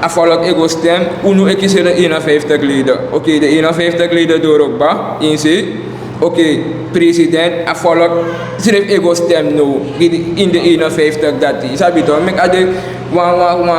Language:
Sranan Tongo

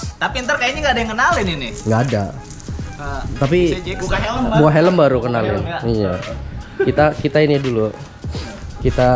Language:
Indonesian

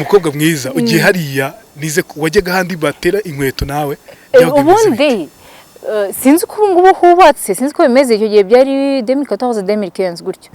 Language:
Kinyarwanda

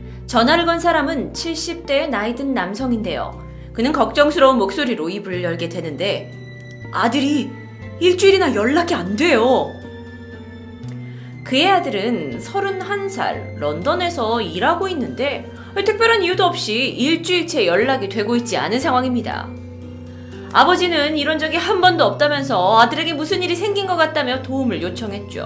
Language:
Korean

